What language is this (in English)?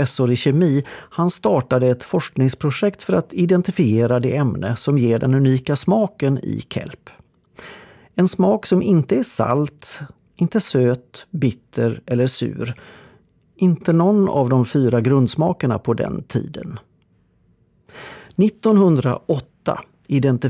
Swedish